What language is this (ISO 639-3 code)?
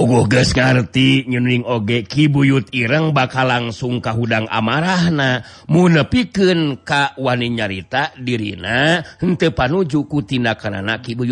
sun